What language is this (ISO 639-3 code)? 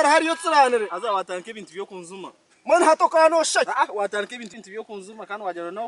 nyn